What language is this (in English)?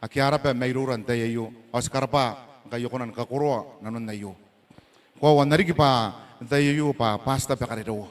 Gilbertese